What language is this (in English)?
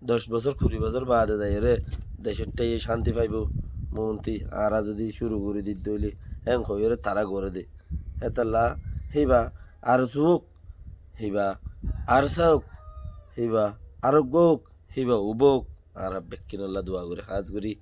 Rohingya